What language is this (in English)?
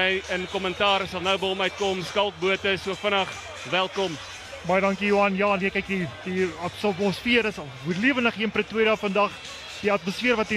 Afrikaans